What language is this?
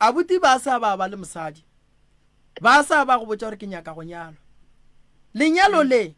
Northern Sotho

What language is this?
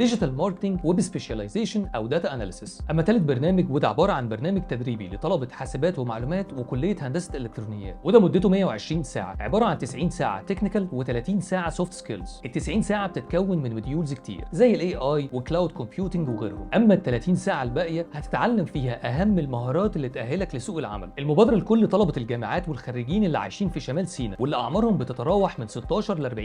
Egyptian Arabic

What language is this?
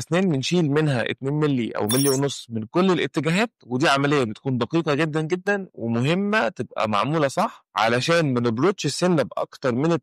Egyptian Arabic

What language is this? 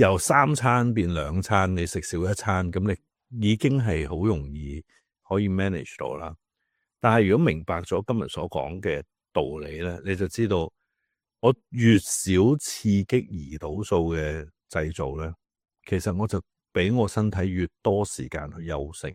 Cantonese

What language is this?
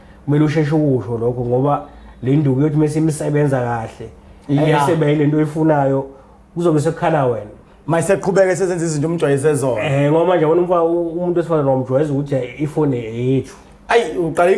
Zulu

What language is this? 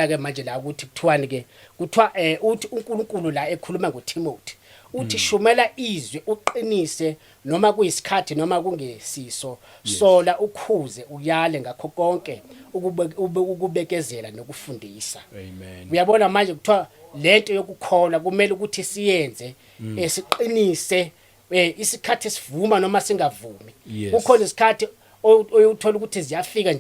Zulu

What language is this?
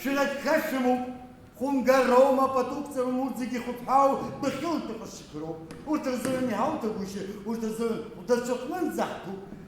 Abkhazian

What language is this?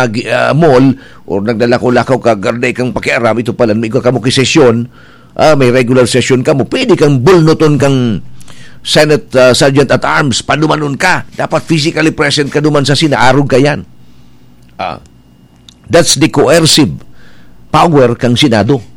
Bikol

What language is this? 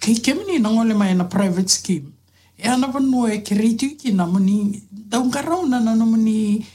Fijian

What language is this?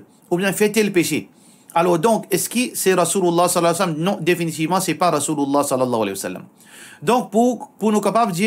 Morisyen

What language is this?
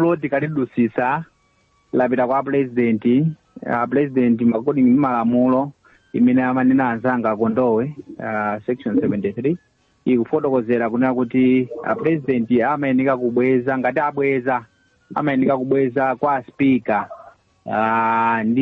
Nyanja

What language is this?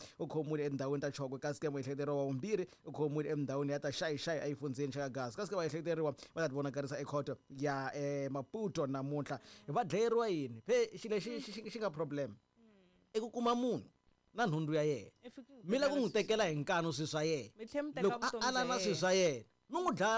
Tsonga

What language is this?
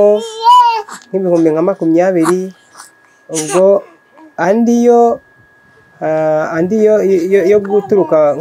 Kinyarwanda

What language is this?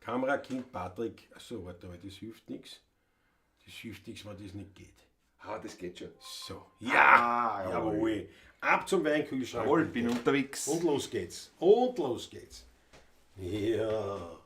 Bavarian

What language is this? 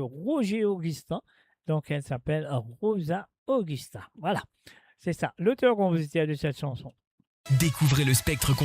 Morisyen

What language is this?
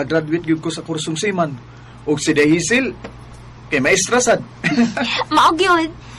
Cebuano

